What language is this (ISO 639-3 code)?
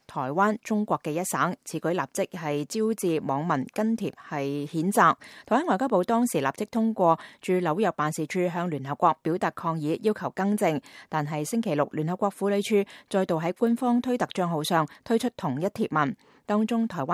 yue